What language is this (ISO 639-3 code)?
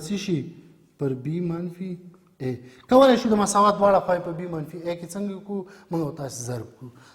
pus